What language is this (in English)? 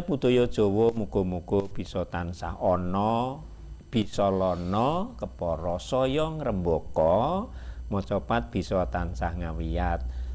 Javanese